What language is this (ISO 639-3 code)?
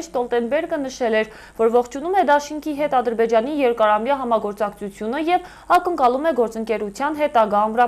hye